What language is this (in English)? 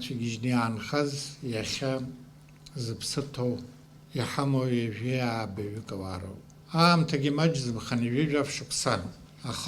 Abkhazian